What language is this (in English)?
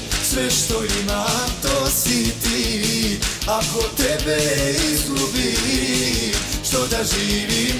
Croatian